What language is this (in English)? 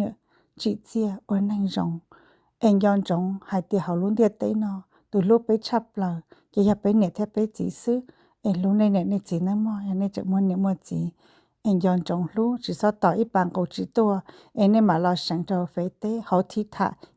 Hmong